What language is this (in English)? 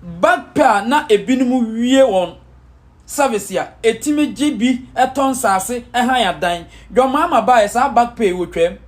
Akan